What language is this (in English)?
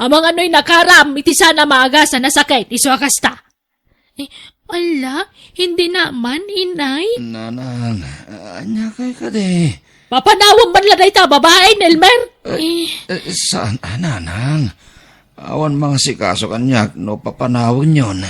Iloko